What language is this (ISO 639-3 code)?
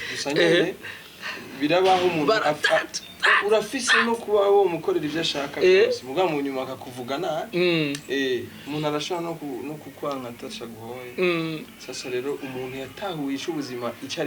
run